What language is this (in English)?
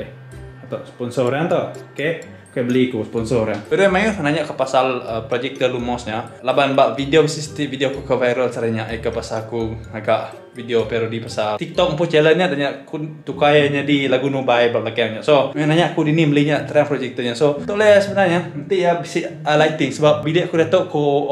Iban